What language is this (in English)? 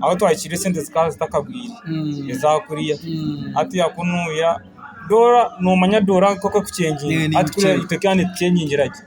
Nyankole